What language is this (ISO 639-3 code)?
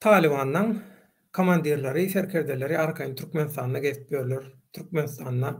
tuk